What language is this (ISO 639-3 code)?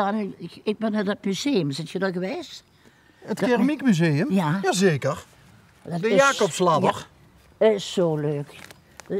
lim